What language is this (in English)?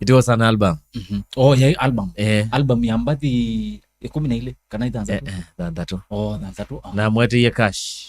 Kamba